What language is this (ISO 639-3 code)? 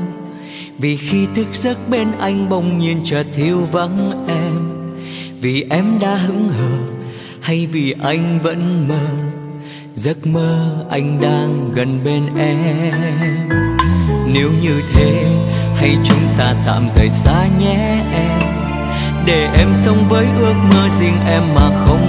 vie